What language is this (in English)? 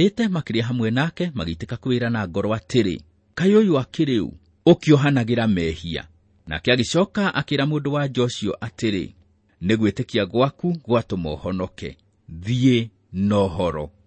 Kikuyu